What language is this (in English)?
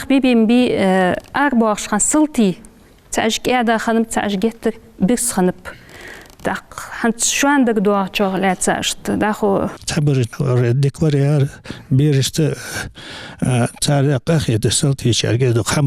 Ingush